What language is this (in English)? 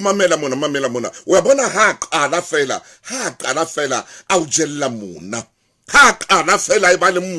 Southern Sotho